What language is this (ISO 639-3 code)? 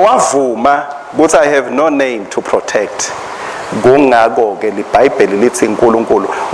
ssw